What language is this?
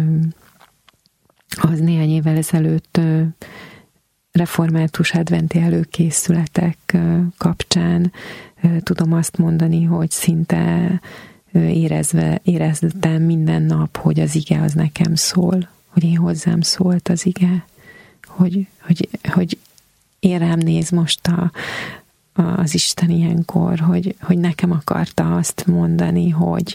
Hungarian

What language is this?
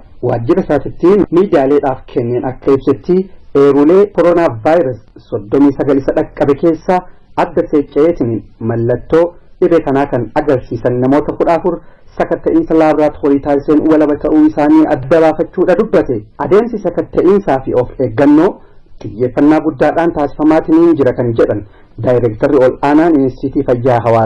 Oromo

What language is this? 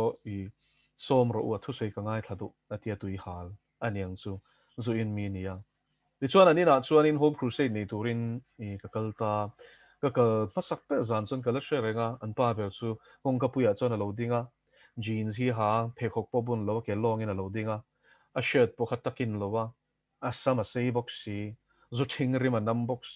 Mizo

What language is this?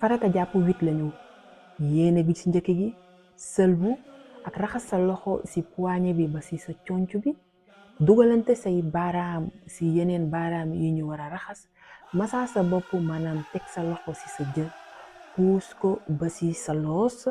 Wolof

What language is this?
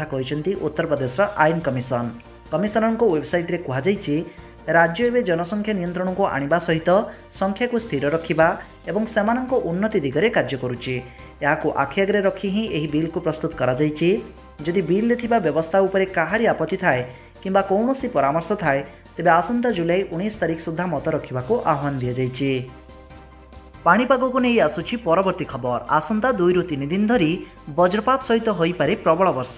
Odia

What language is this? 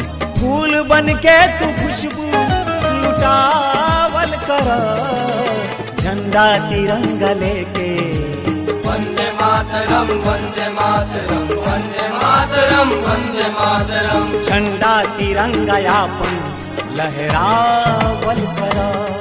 Bhojpuri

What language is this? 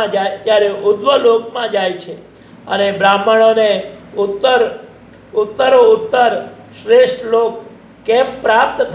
Gujarati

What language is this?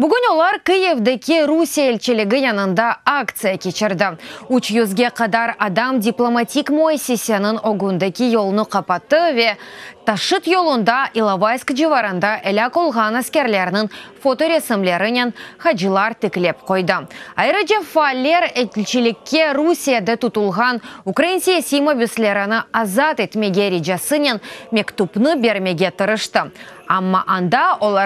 Crimean Tatar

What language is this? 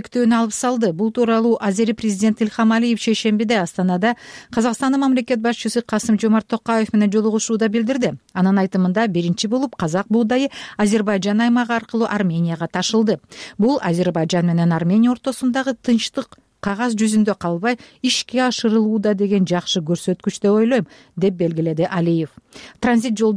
Kyrgyz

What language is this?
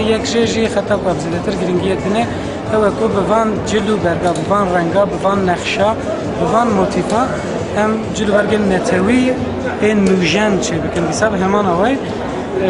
Kurdish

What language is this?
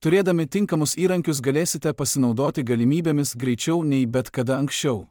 Lithuanian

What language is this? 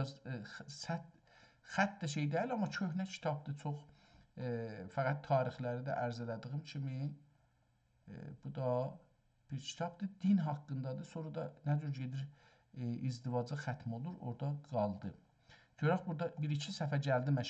South Azerbaijani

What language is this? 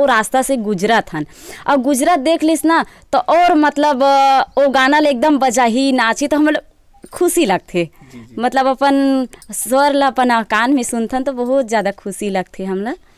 Chhattisgarhi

